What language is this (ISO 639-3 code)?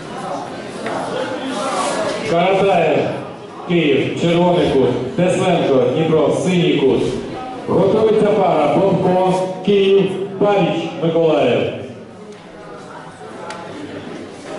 ukr